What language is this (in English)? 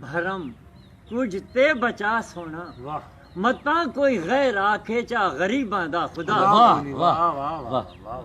Saraiki